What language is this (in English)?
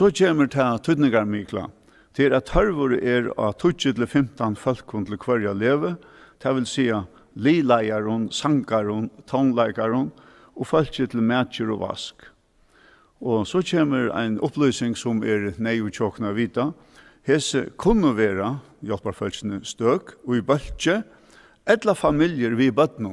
Faroese